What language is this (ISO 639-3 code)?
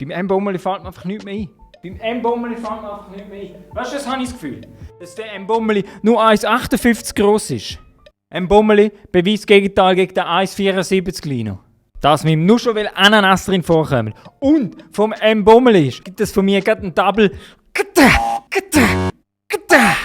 gsw